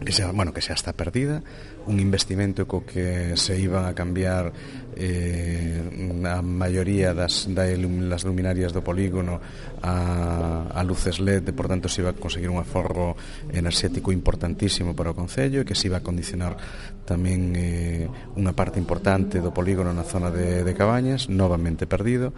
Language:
Galician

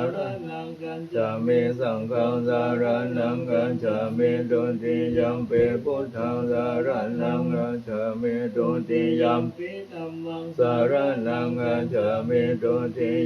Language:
Pali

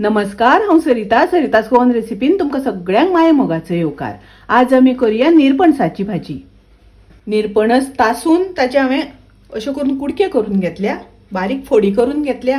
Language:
Konkani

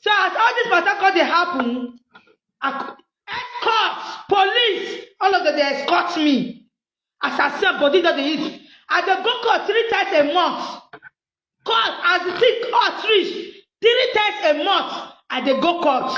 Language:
Nigerian Pidgin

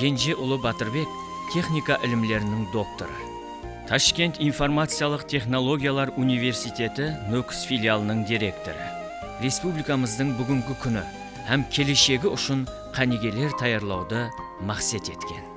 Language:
Kara-Kalpak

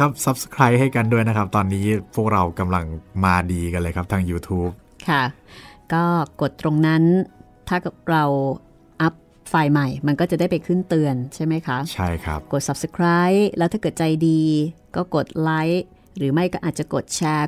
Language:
Thai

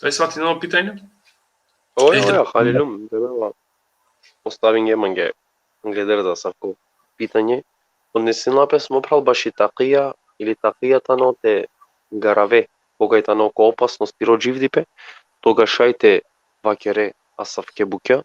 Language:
Balkan Romani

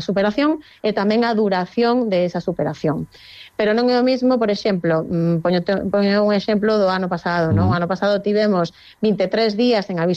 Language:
Galician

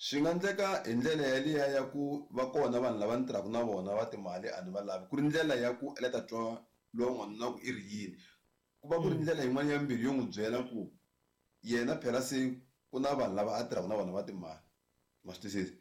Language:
Tsonga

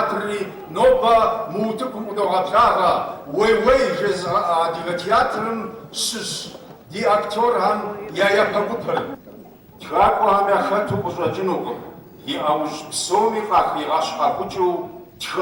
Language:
Kabardian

